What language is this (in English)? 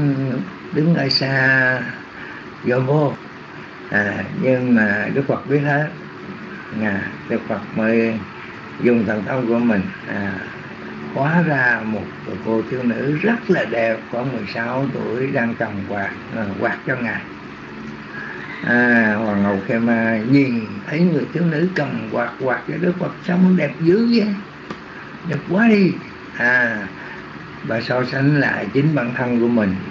Vietnamese